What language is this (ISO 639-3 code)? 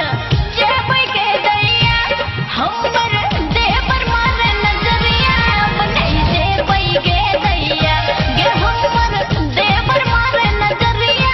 mai